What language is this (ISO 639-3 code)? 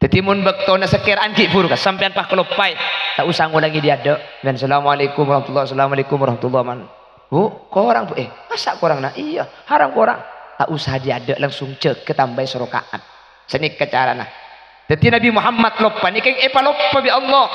mad